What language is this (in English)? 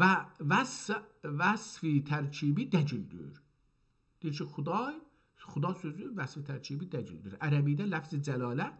South Azerbaijani